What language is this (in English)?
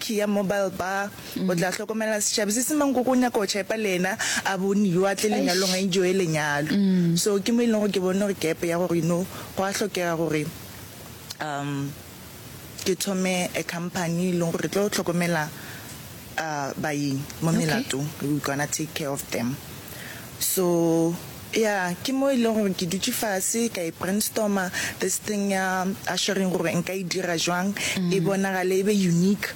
Northern Sotho